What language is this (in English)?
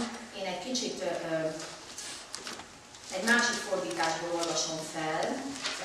Hungarian